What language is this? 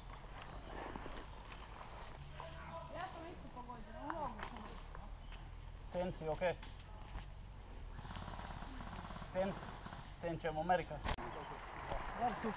Croatian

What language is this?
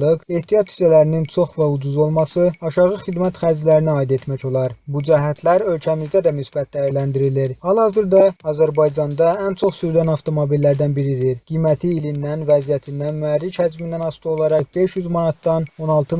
Azerbaijani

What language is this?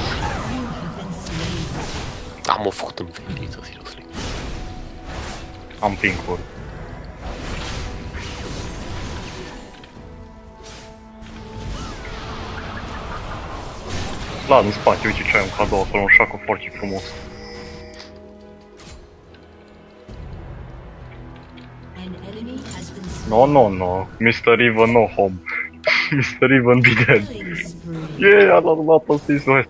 Romanian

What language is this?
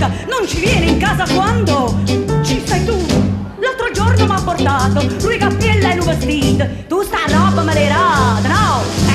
Neapolitan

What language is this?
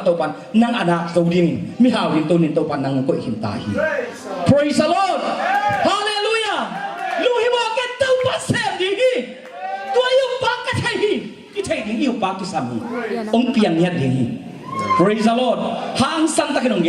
Tedim Chin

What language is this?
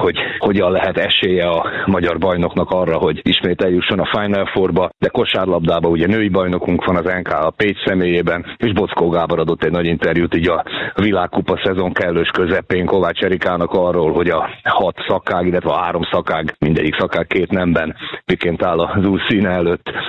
Hungarian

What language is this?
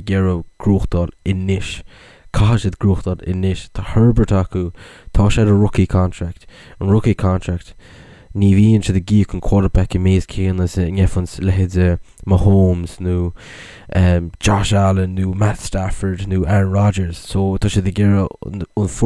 Irish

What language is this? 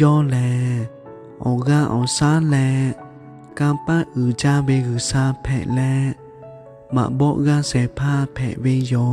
Lahu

